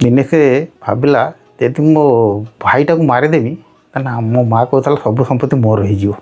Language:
Odia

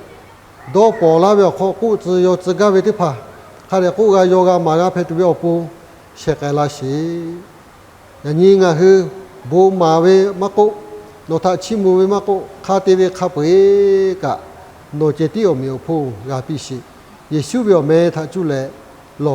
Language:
Lahu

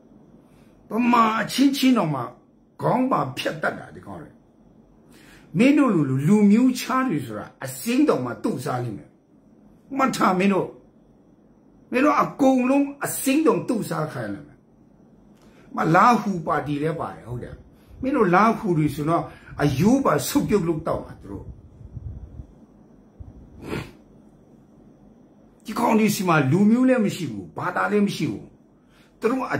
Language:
Burmese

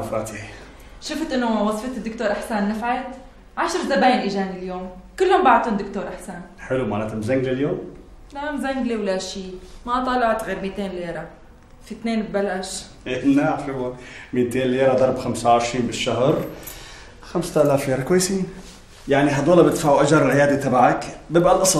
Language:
North Levantine Arabic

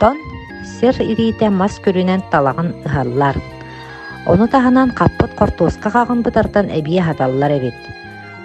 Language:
Yakut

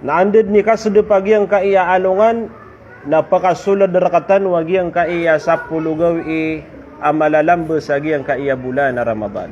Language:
Maranao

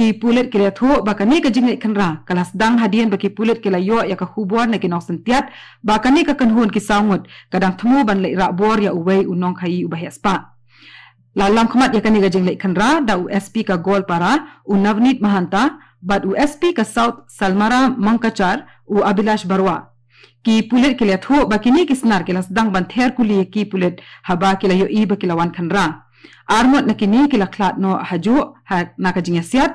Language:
Khasi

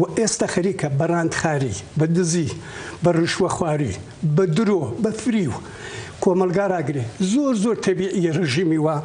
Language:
Central Kurdish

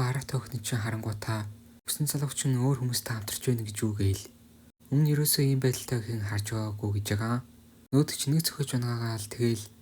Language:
Mongolian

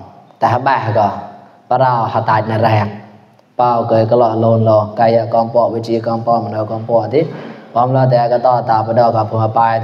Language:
Mon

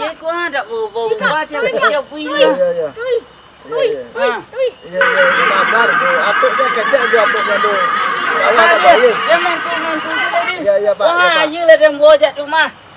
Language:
Minangkabau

